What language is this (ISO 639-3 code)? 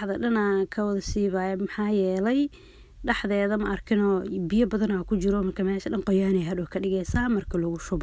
som